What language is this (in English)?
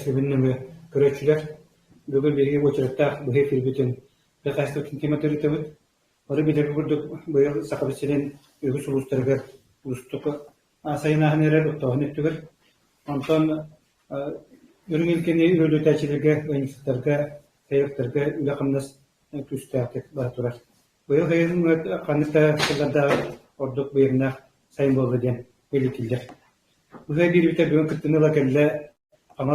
Yakut